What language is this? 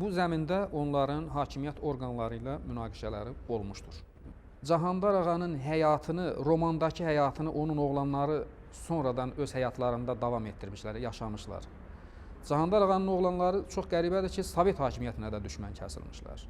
Azerbaijani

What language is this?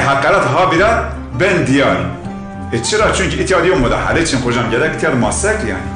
Zaza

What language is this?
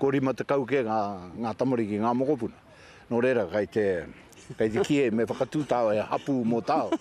Māori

